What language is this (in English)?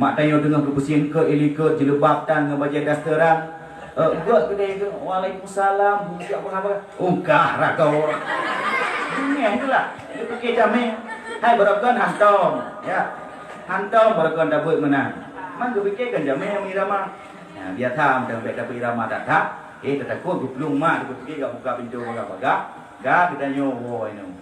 Achinese